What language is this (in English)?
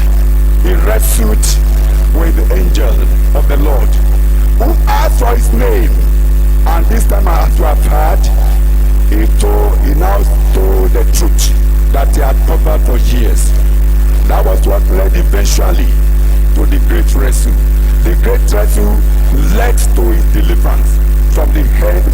Ewe